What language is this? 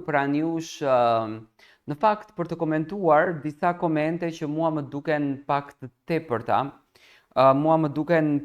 Albanian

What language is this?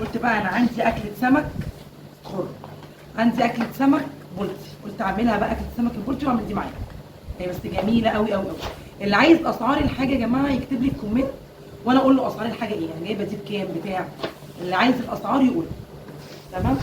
Egyptian Arabic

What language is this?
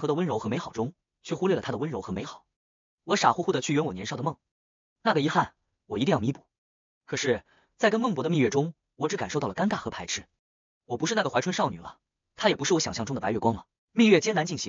Chinese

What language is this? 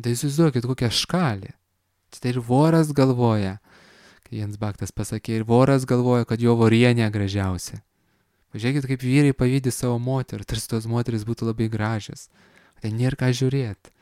Lithuanian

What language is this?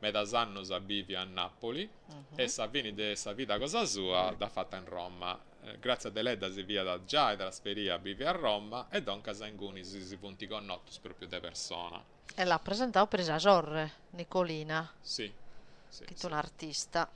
Sardinian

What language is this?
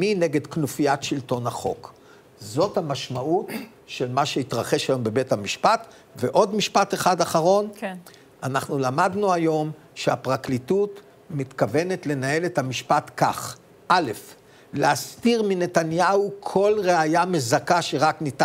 Hebrew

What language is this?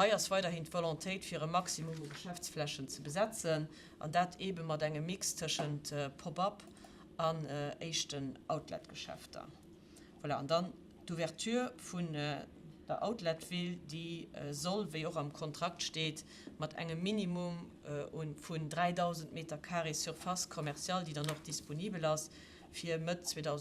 Luxembourgish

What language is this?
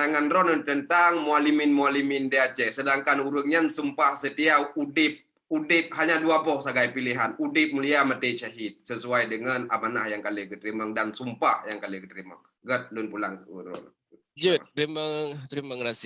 Achinese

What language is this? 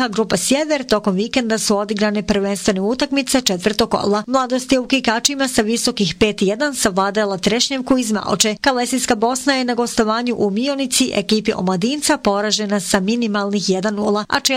Bosnian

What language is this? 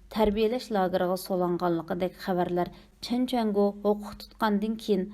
Uyghur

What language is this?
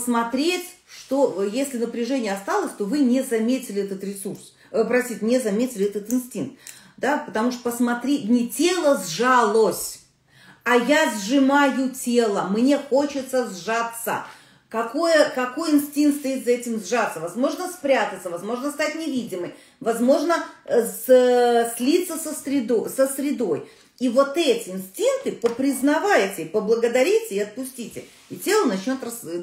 Russian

